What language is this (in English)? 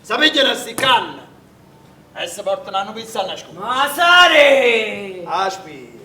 Neapolitan